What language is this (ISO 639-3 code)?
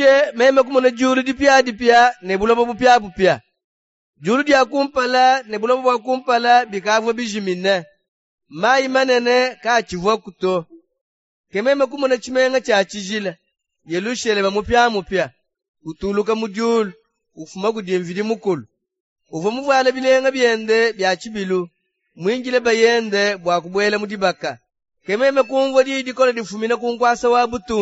lua